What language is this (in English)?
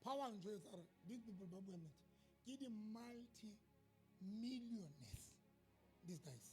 Southern Sotho